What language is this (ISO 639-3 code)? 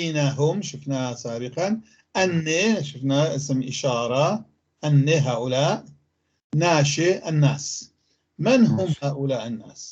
apc